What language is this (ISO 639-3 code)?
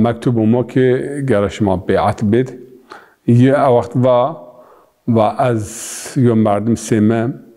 zza